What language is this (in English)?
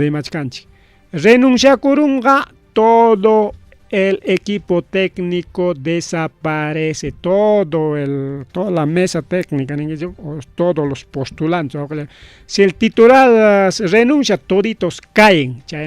Ayacucho Quechua